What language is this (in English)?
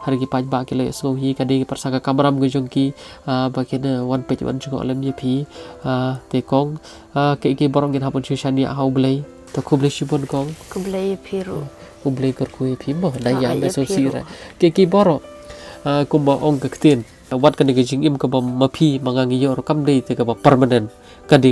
Khasi